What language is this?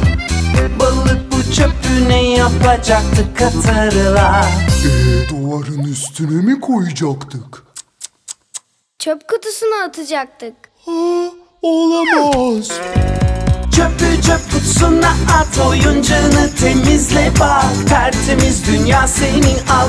Turkish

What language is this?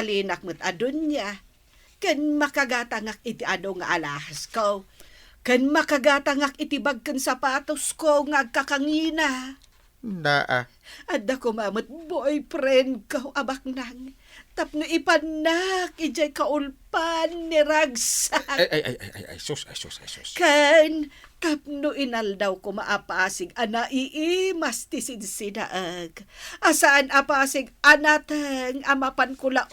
Iloko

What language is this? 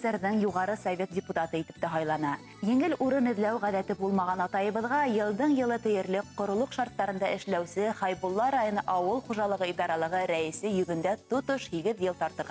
Bashkir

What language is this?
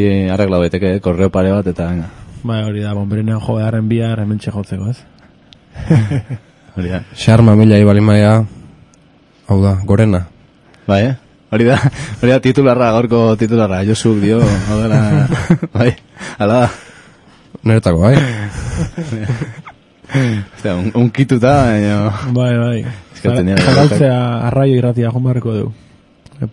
Basque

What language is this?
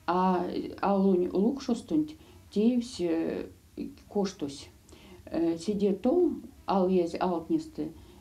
Erzya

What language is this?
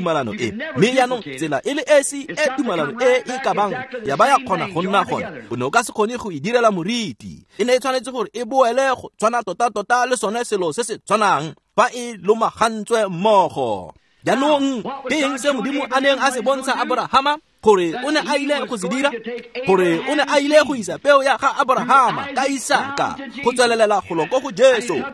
Tswana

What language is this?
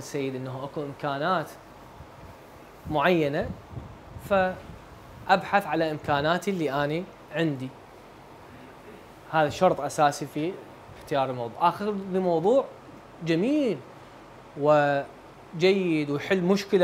Arabic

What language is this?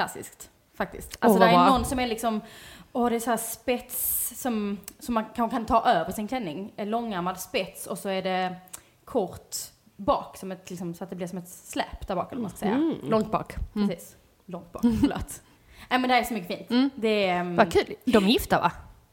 Swedish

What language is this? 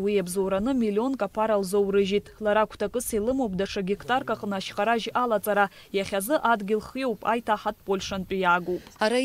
Abkhazian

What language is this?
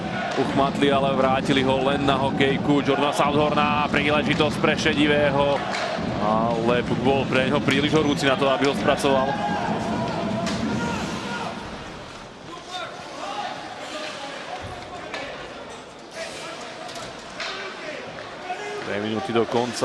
Slovak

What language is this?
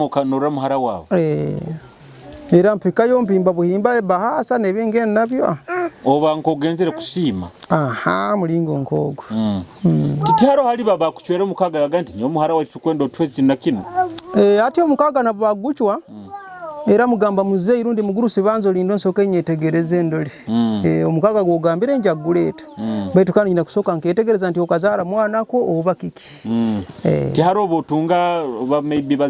Nyoro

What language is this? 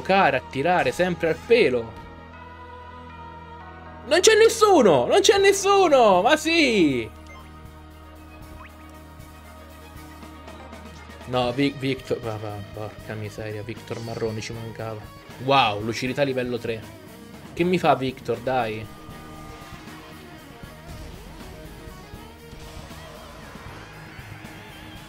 Italian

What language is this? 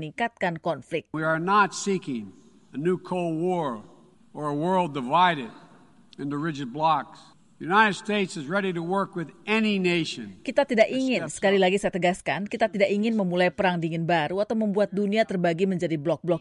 Indonesian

